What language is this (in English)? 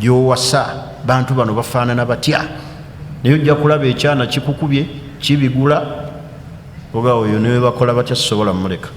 Ganda